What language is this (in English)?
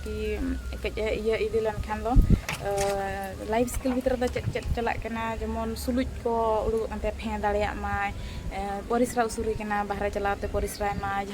Santali